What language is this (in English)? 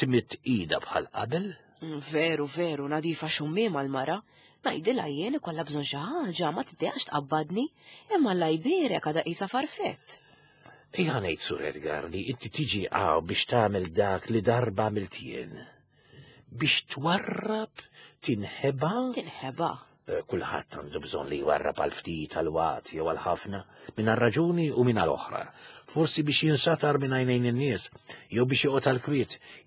Maltese